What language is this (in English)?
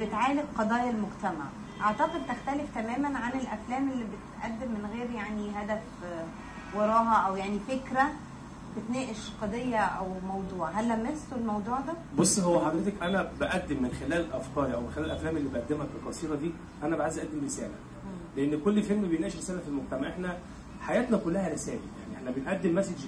Egyptian Arabic